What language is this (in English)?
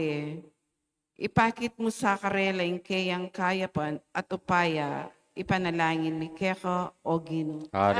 Pampanga